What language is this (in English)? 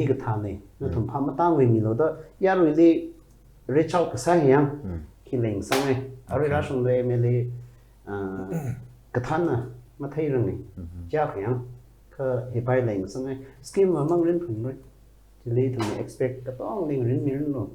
Tangkhul Naga (India)